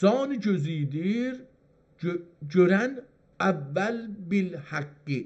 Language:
South Azerbaijani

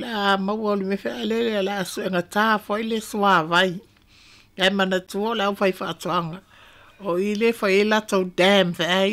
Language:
Samoan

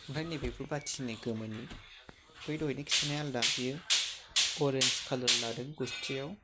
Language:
Bodo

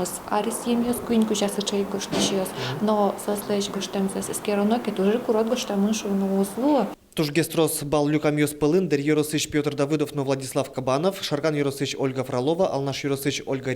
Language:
Udmurt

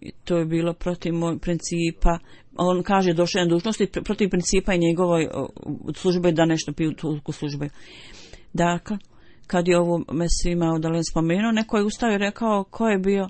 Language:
Bosnian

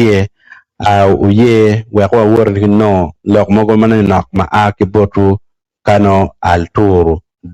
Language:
Acoli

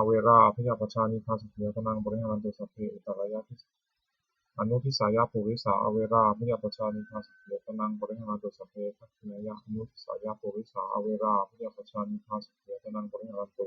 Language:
Pali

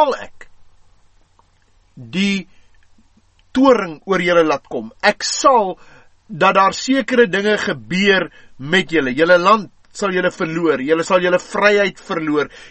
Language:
Afrikaans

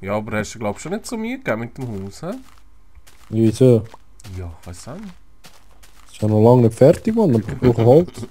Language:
Swiss German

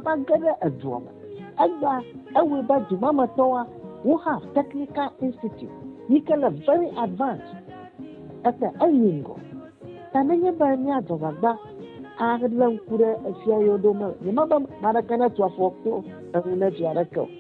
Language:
Ewe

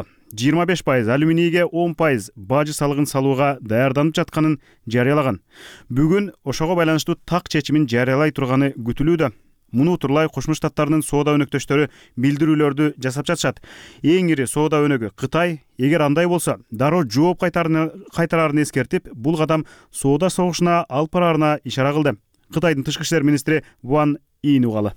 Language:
Kyrgyz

